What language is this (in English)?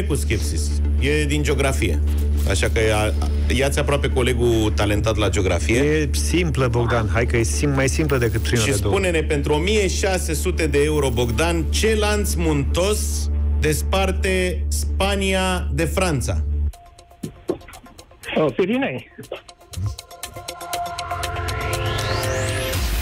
Romanian